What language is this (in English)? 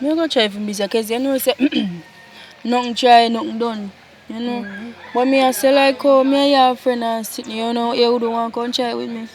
Jamaican Creole English